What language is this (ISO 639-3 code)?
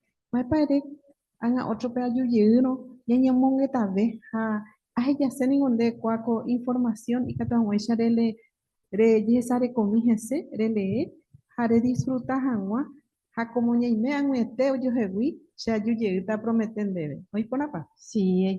grn